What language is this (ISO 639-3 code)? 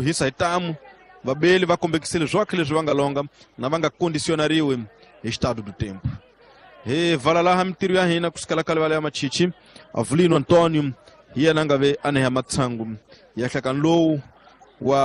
tso